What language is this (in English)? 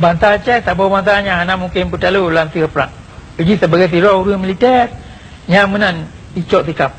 Achinese